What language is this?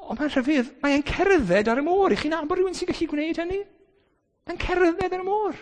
Welsh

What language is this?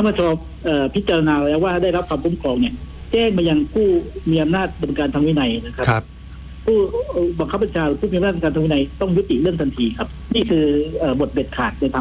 Thai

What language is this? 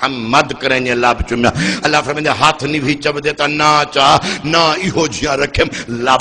Saraiki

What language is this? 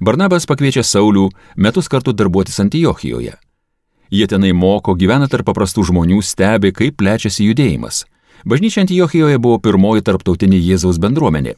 Lithuanian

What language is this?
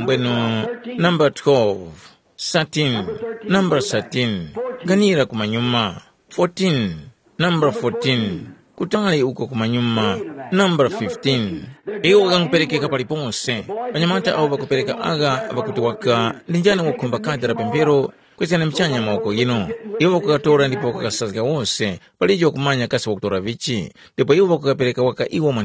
Tumbuka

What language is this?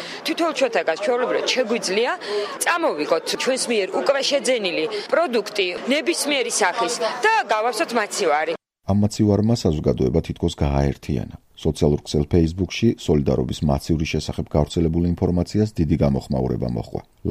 Georgian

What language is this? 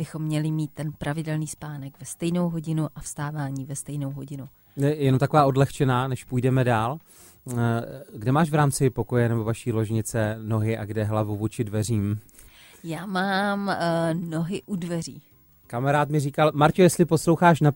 Czech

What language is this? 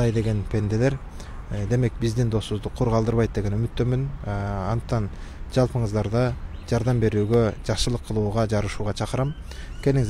Kyrgyz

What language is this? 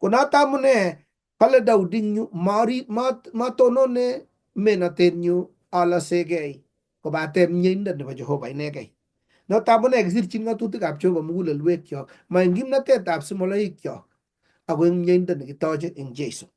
Kalenjin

